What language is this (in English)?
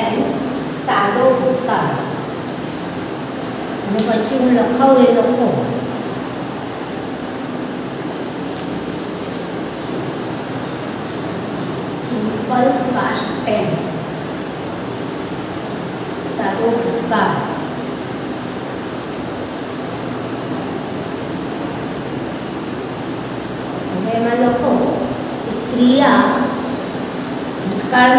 Gujarati